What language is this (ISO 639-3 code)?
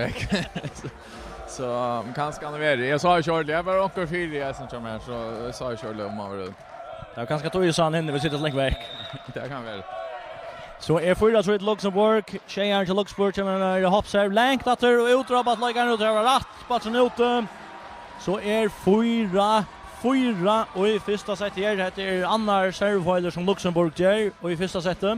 fao